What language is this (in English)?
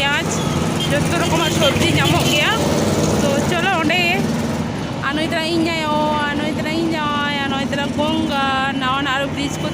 Santali